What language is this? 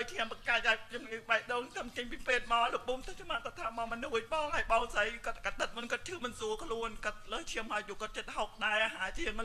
Khmer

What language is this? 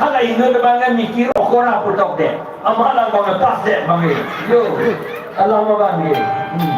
Karbi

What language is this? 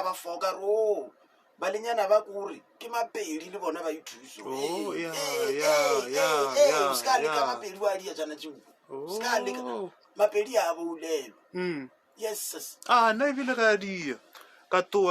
Northern Sotho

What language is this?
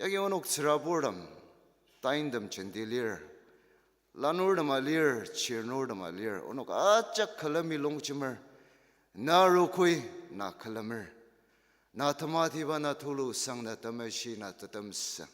Ao Naga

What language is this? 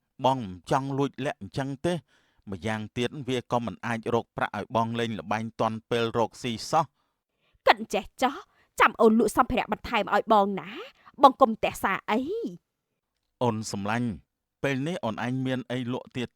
Khmer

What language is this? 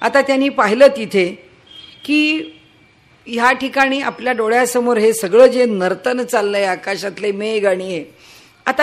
Marathi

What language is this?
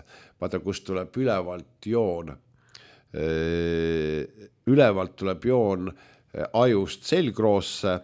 Estonian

